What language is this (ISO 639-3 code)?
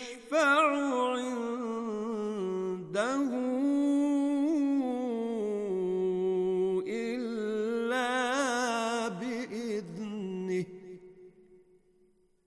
ben